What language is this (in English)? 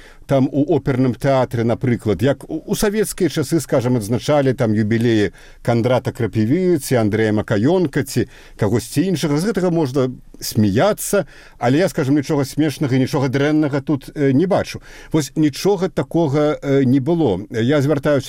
Belarusian